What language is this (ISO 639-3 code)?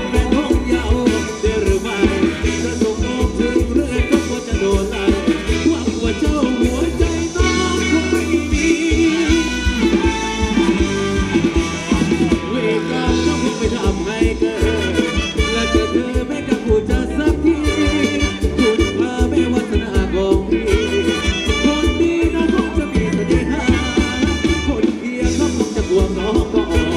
tha